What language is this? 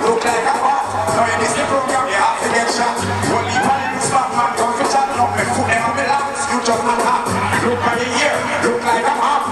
Jamaican Creole English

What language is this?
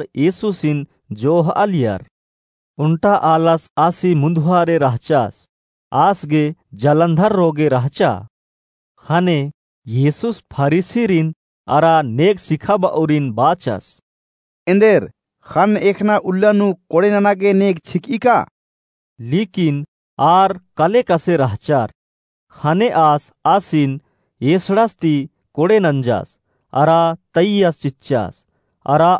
Kurukh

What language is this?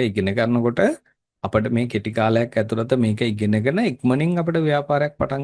Sinhala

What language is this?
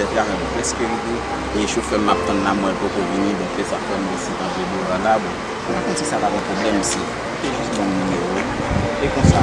Haitian Creole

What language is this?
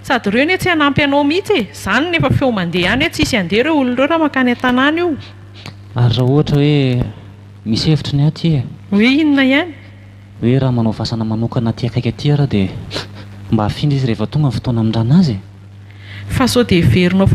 Malagasy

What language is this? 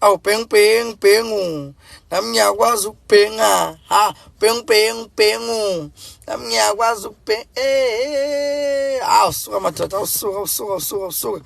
Zulu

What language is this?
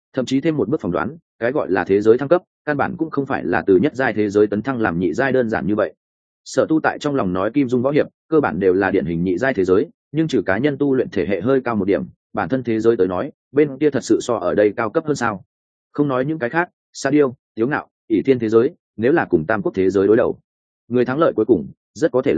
Vietnamese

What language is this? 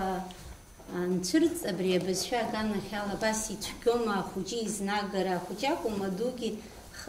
Abkhazian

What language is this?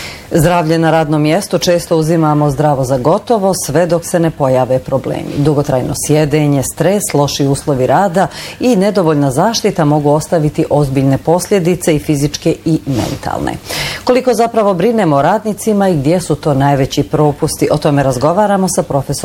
Bosnian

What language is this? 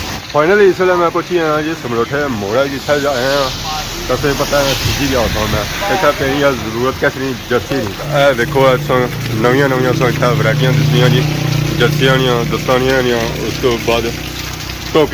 Pahari-Potwari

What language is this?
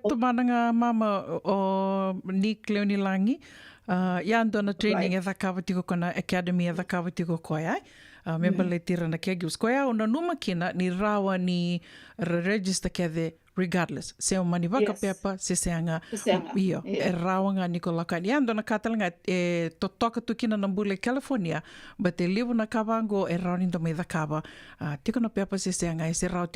Fijian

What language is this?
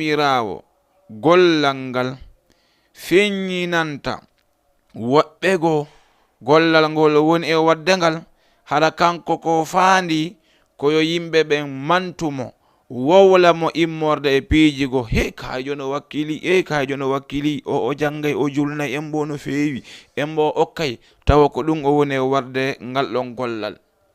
Fula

